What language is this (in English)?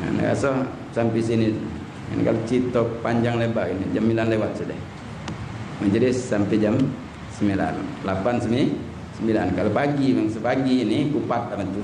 Musi